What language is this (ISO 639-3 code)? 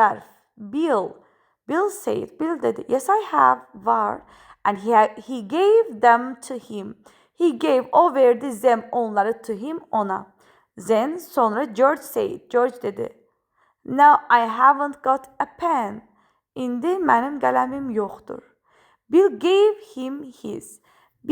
aze